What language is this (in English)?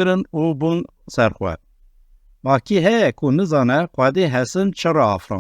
Kurdish